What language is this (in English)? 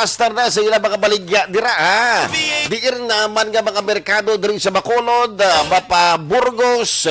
Hiligaynon